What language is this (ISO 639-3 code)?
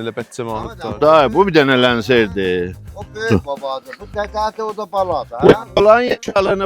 azb